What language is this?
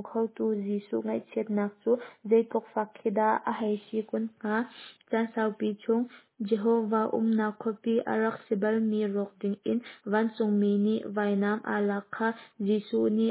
Hakha Chin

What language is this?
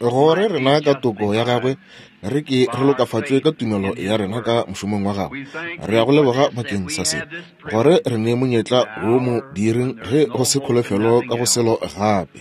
Northern Sotho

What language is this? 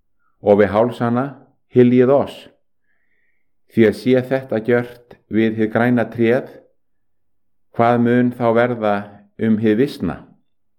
Icelandic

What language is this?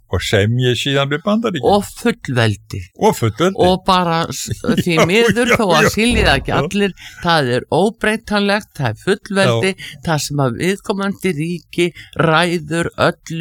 Icelandic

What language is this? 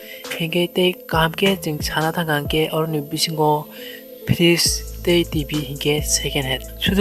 Kok Borok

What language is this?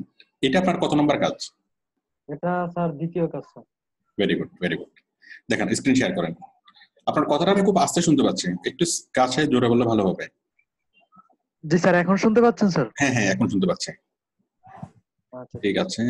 Bangla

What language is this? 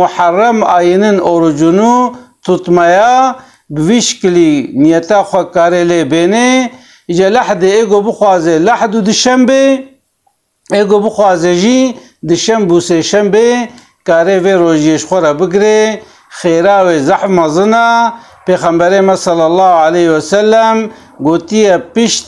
Kurdish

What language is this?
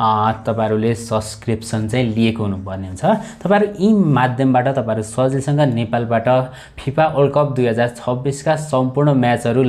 Nepali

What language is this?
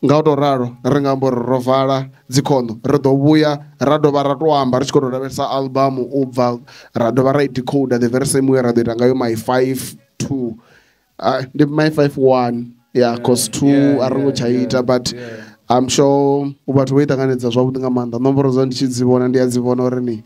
Venda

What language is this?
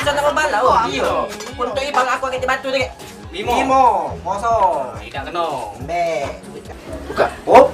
Musi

